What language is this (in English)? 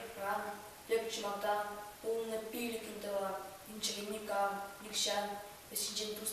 Chuvash